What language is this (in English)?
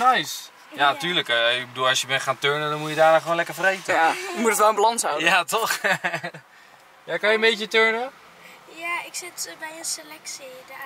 Dutch